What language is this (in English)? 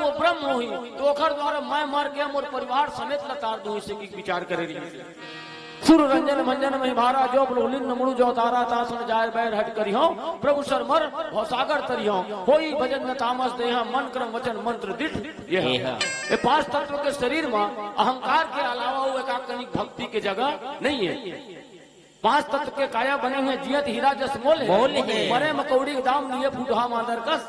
Chhattisgarhi